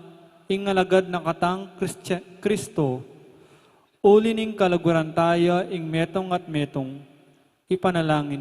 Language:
Pampanga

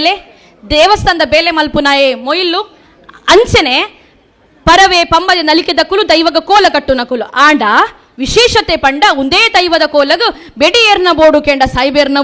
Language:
Tulu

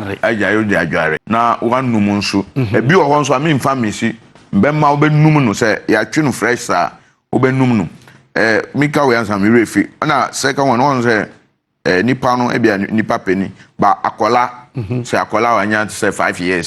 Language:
Akan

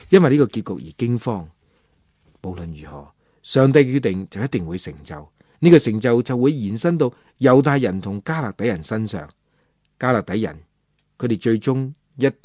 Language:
Cantonese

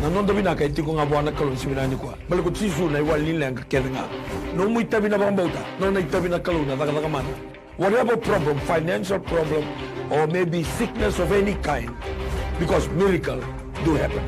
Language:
Fijian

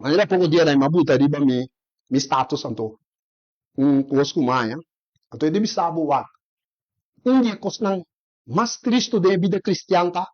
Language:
Papiamento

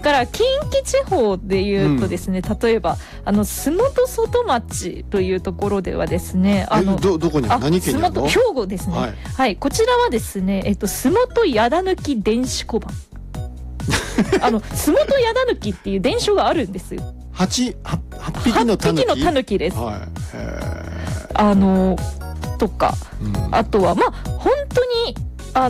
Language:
Japanese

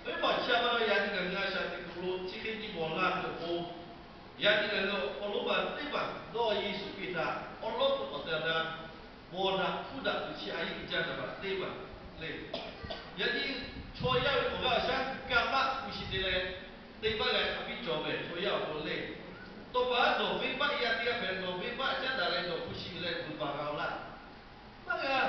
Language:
Lahu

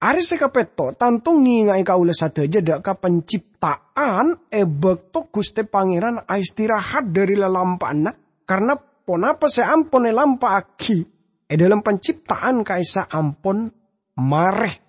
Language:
Madurese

